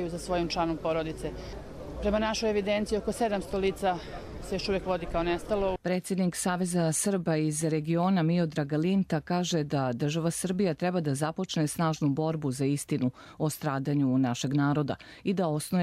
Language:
Croatian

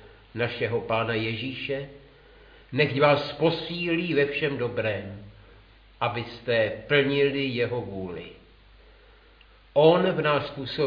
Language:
Czech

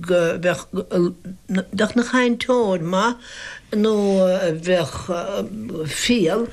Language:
Irish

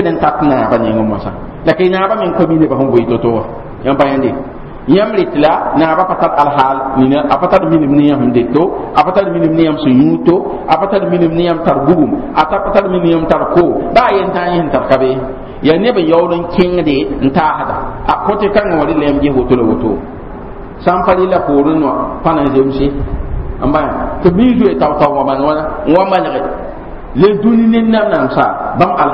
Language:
Mossi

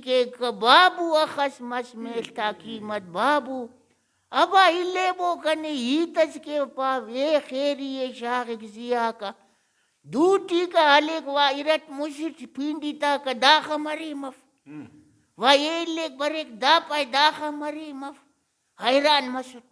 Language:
Brahui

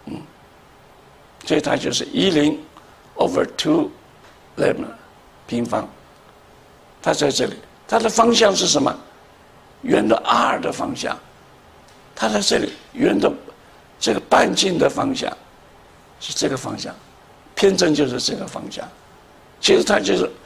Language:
Chinese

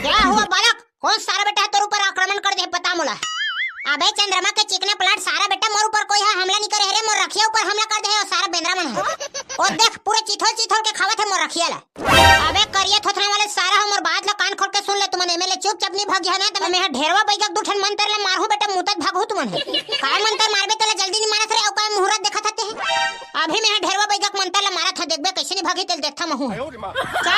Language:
Chhattisgarhi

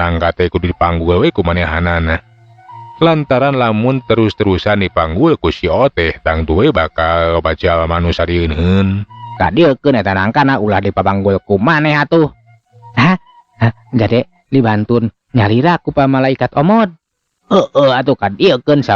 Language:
Sundanese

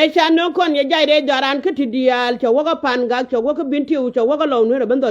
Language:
Nuer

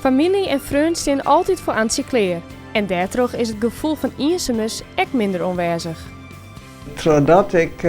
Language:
Western Frisian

